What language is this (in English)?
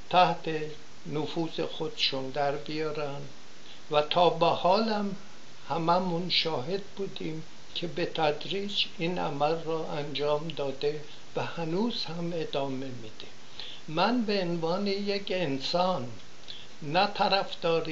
Persian